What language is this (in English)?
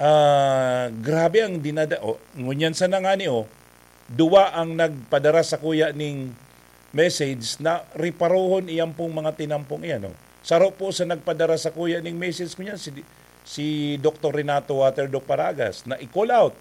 Bikol